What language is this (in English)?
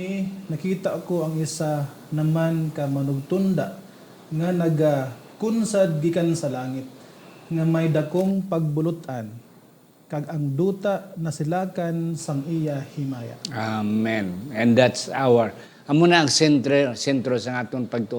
Hiligaynon